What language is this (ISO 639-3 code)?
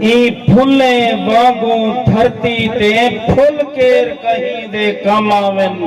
skr